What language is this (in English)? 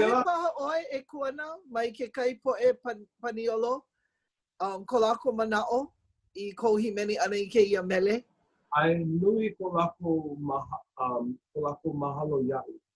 Hawaiian